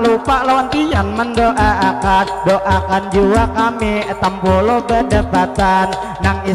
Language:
Banjar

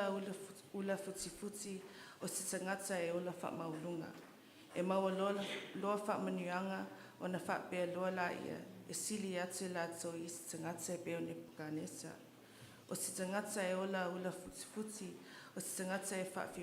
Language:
Samoan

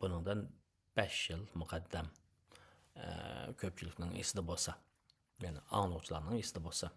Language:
Uyghur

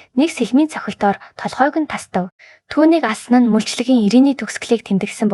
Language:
Mongolian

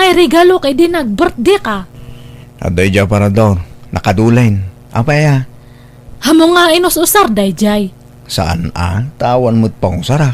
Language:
Iloko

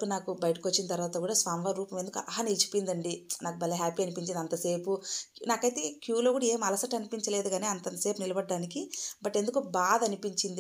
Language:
Telugu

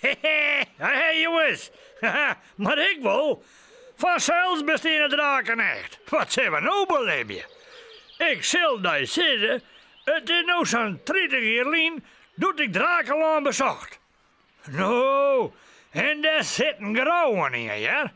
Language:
Western Frisian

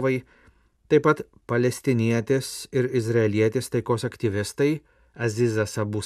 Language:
Lithuanian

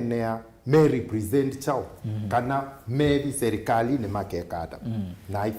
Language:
Kamba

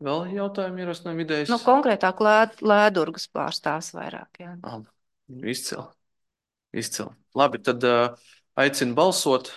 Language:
Latvian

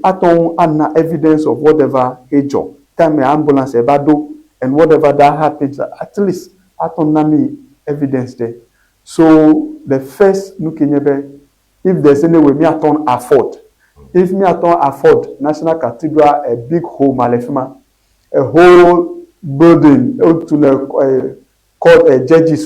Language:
Ewe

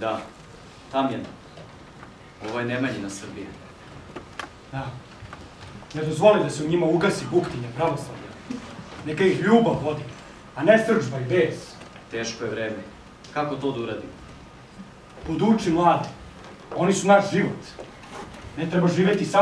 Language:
Serbian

